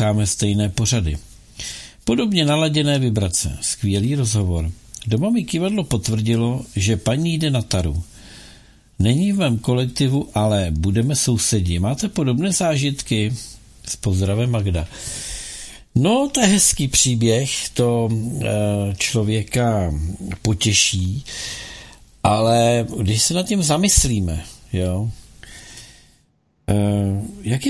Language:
Czech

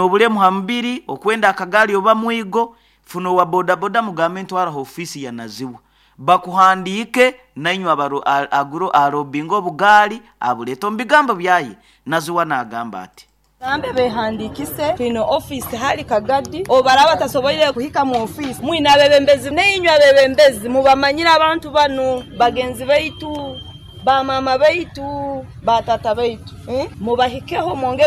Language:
Nyoro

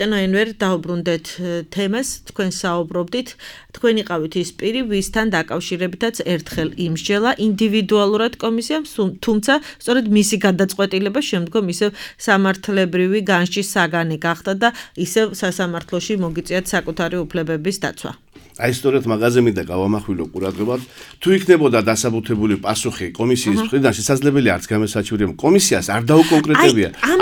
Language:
Georgian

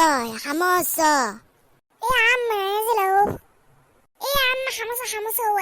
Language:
Egyptian Arabic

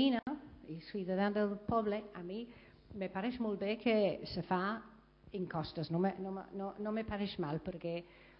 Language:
Catalan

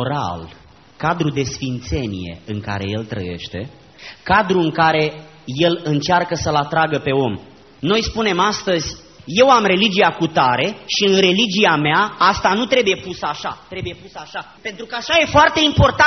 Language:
Romanian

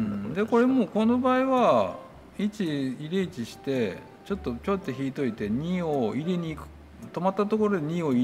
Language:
Japanese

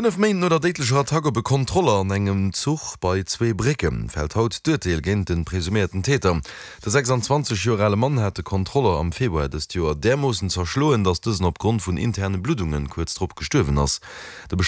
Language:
Luxembourgish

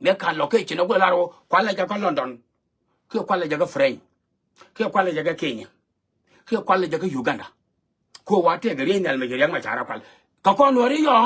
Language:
Nuer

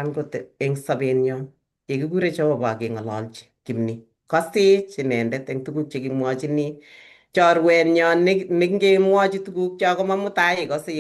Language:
Kalenjin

